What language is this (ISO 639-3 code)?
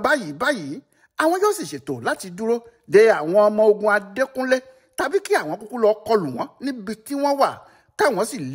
yor